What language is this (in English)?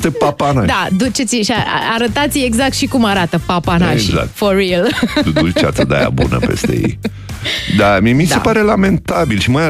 Romanian